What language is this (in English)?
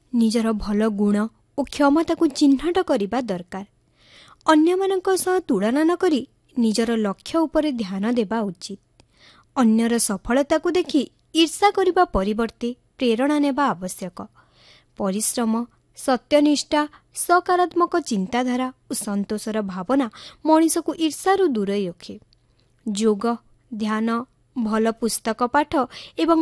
Odia